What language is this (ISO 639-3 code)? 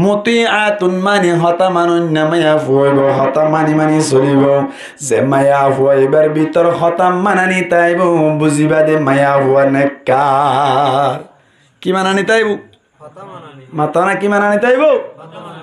rhg